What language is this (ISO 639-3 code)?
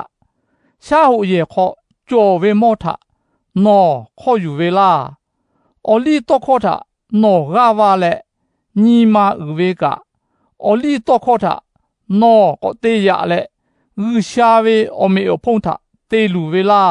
lhu